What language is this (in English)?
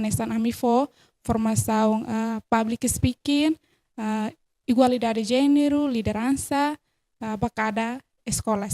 Tetum